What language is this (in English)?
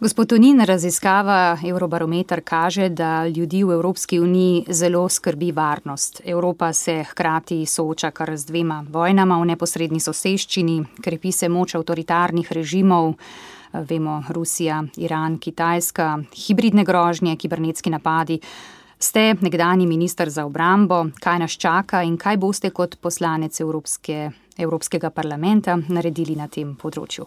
Slovenian